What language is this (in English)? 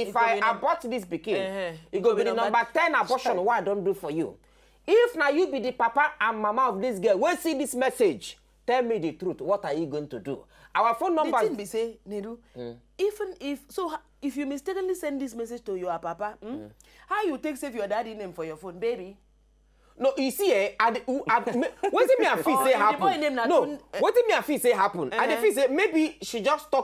Nigerian Pidgin